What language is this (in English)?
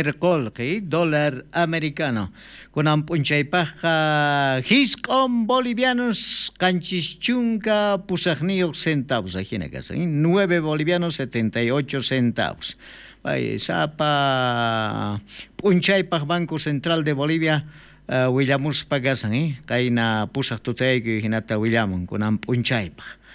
South Bolivian Quechua